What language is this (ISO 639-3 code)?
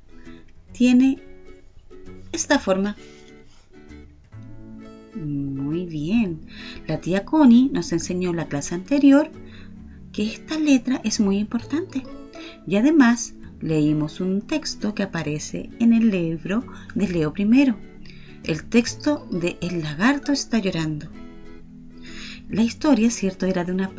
spa